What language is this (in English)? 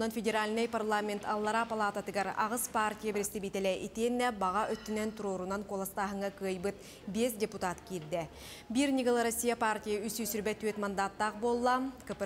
Yakut